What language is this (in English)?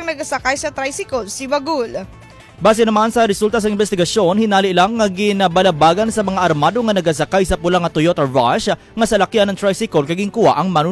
Hiligaynon